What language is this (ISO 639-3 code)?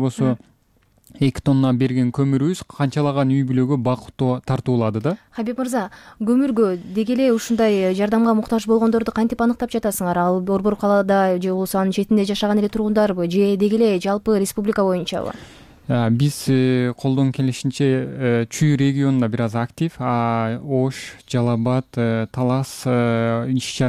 kir